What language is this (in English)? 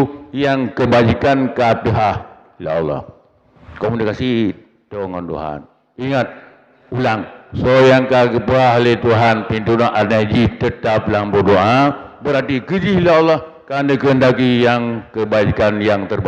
Achinese